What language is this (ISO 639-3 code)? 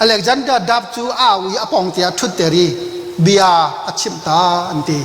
cnh